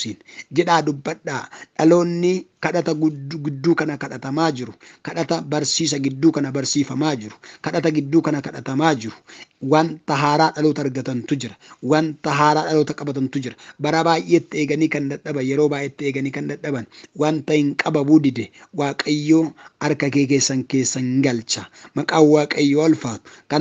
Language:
Oromo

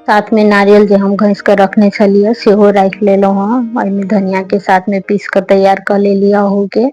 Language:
Maithili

